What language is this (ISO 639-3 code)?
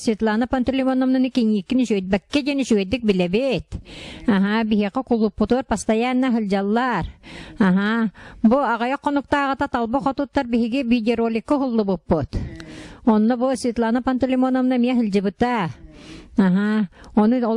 sah